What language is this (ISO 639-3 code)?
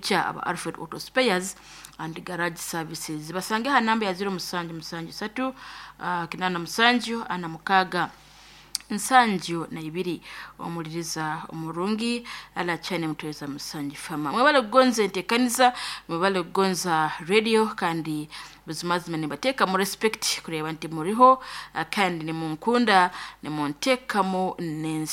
nyn